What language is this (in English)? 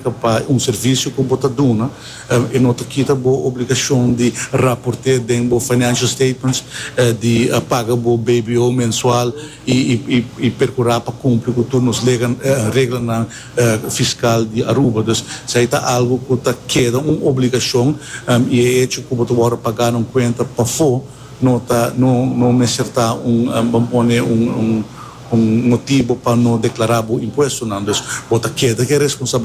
Papiamento